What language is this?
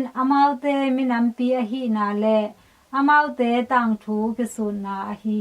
Tedim Chin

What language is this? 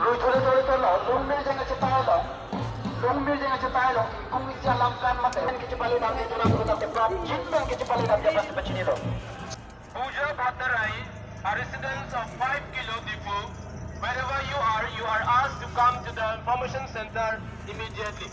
Karbi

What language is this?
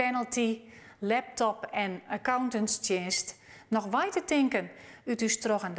Western Frisian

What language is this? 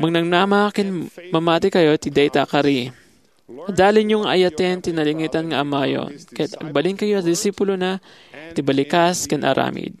Iloko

